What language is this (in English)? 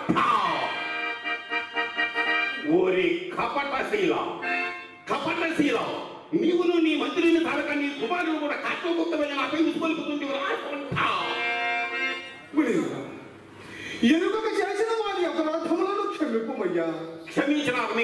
Telugu